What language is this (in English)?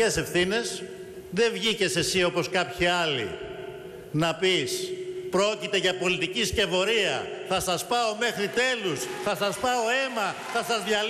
Greek